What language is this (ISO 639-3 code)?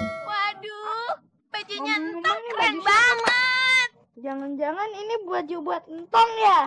bew